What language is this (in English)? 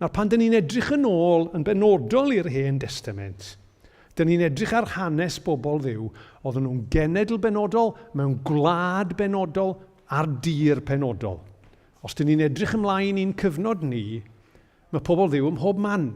Welsh